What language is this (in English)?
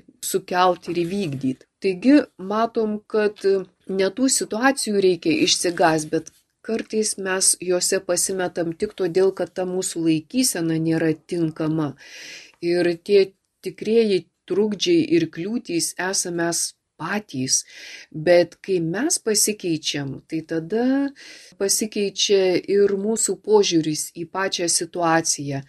Lithuanian